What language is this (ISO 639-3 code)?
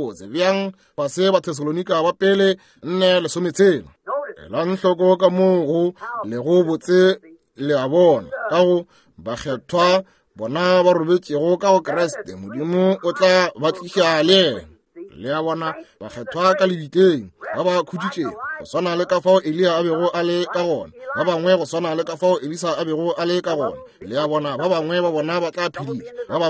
nso